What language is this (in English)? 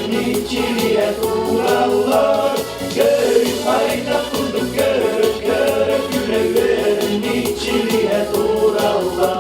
Yakut